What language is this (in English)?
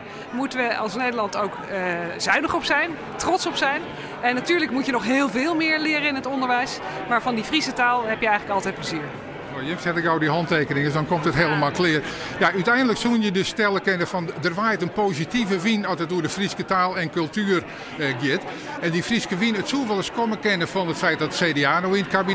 Western Frisian